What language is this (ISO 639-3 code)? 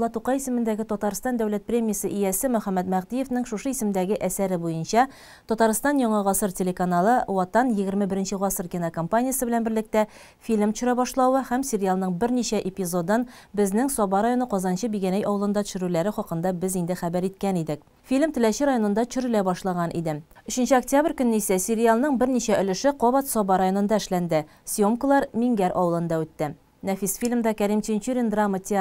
tat